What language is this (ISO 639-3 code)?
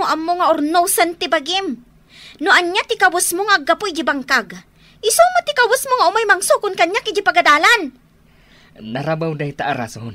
ilo